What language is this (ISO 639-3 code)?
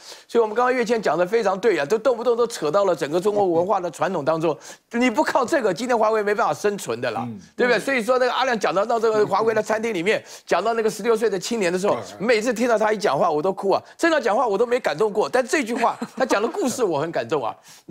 zho